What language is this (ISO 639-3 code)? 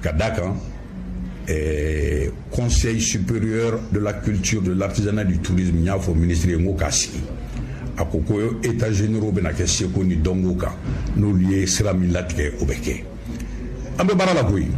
bam